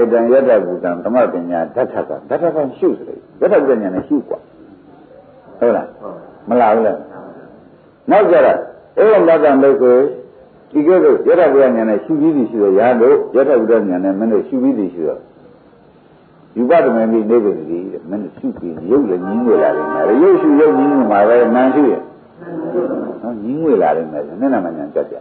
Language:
Burmese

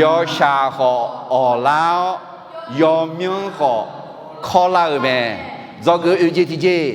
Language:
Akha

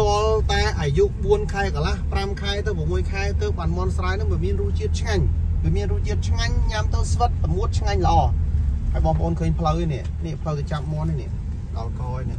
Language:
Khmer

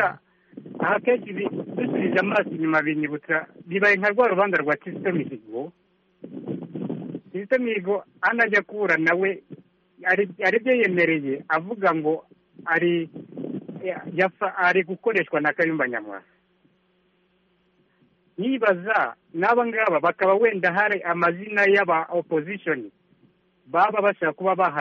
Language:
Kinyarwanda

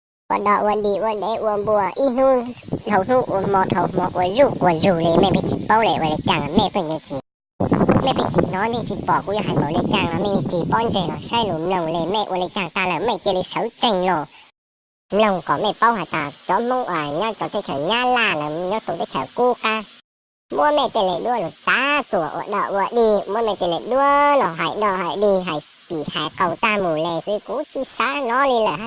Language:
Hmong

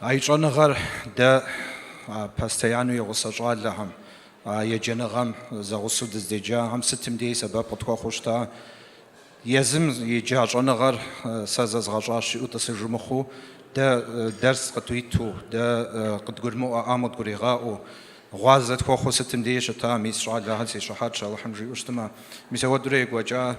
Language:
Kabardian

